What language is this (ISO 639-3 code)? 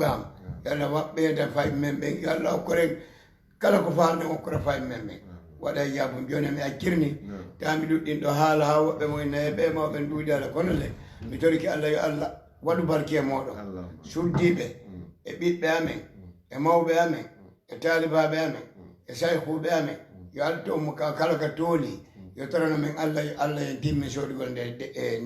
ful